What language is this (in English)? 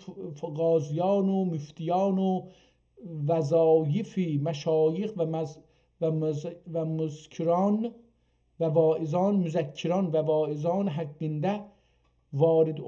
South Azerbaijani